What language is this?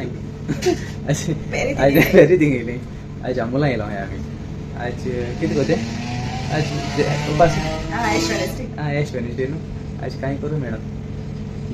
Konkani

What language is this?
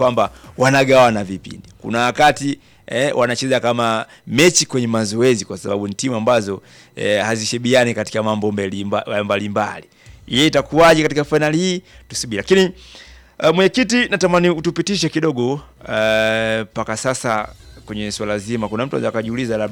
Swahili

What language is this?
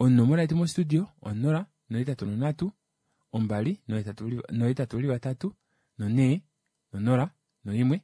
Kuanyama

